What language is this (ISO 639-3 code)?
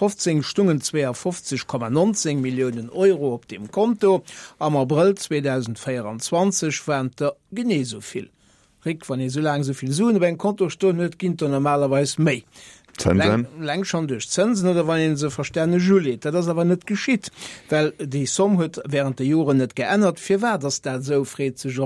ltz